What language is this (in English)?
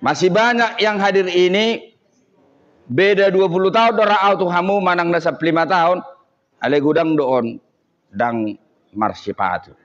Batak Toba